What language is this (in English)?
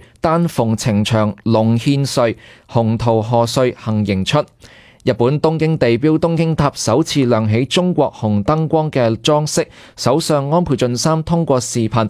Cantonese